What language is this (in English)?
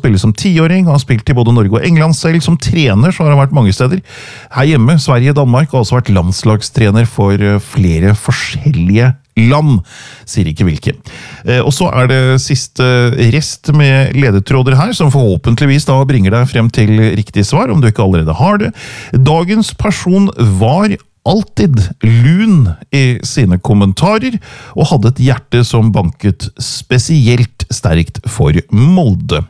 Norwegian